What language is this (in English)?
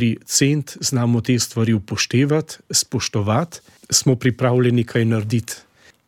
Slovenian